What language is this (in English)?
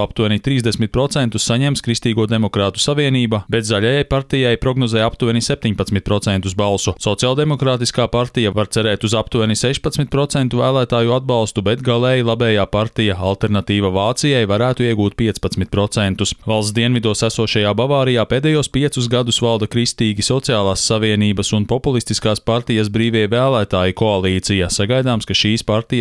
Latvian